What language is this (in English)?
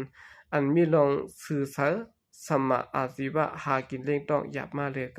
Shan